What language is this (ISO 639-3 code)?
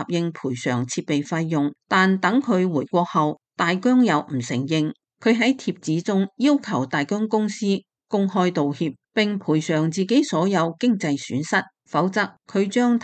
yue